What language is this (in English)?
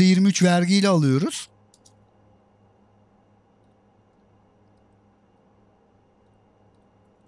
Turkish